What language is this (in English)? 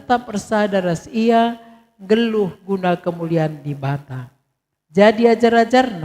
Batak Karo